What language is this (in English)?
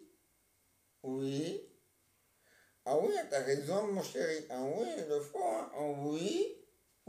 French